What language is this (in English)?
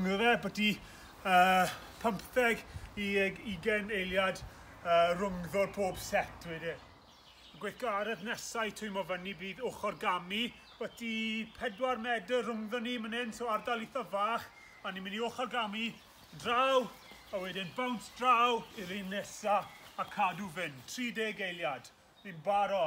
Welsh